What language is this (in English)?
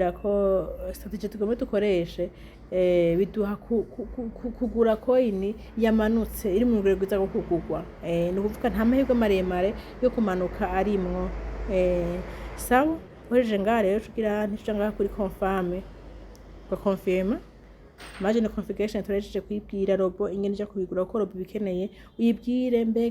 Rundi